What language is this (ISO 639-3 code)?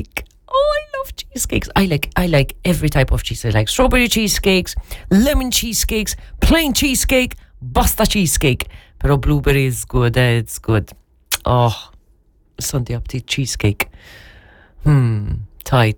mlt